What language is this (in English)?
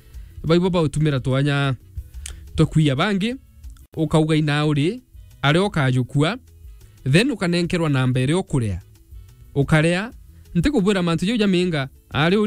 Meru